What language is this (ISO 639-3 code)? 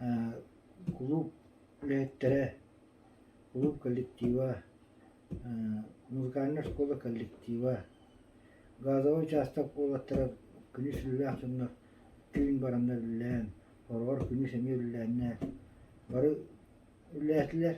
sah